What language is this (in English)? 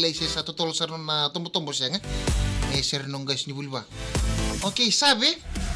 Fijian